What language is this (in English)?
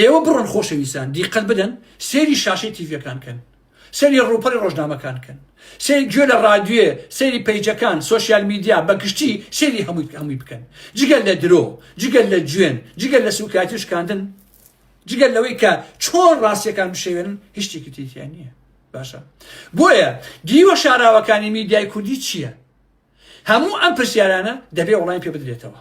Central Kurdish